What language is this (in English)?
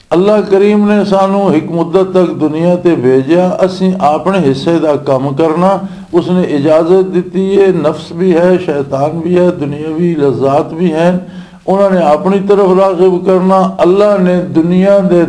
Western Panjabi